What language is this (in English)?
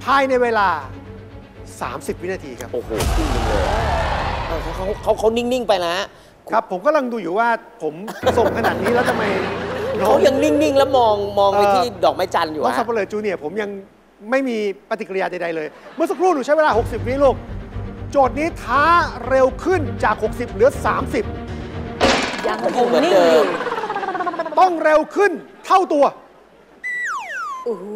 Thai